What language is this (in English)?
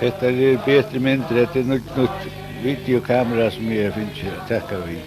Faroese